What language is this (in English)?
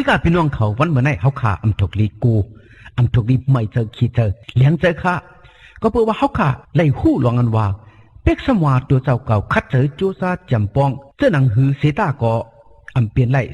Shan